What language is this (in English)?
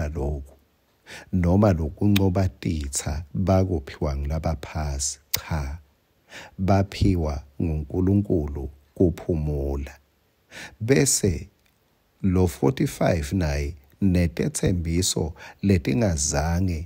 Swati